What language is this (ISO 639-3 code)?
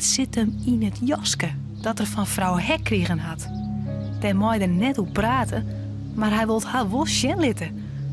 fry